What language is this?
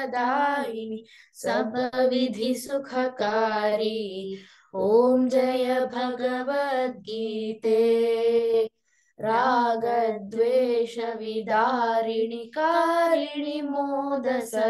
Sanskrit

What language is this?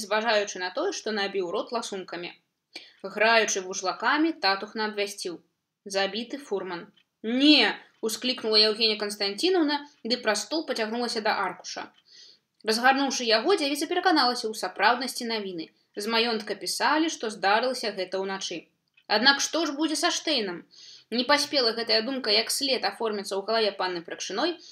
Belarusian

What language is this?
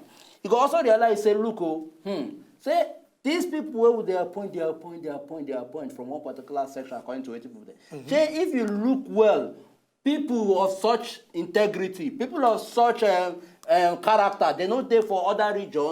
Nigerian Pidgin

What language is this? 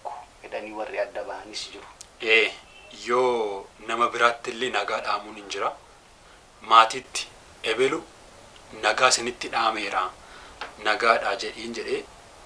Oromo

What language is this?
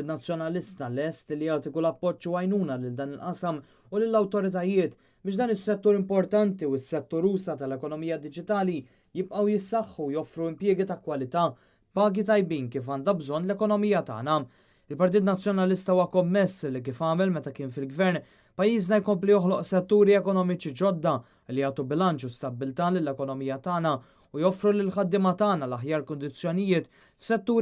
Maltese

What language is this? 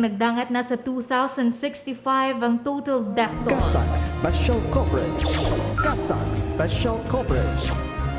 Hiligaynon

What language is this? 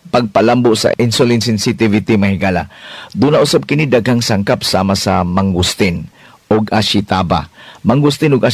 Cebuano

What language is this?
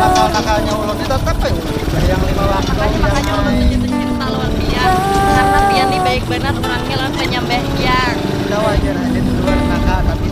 Banjar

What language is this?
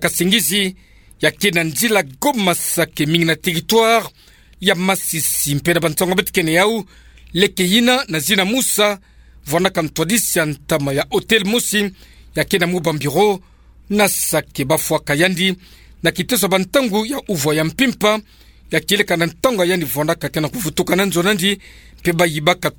Kituba (Democratic Republic of Congo)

